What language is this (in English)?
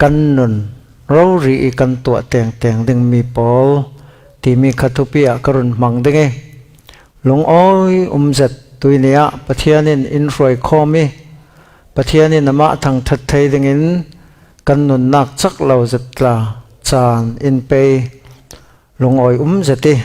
Falam Chin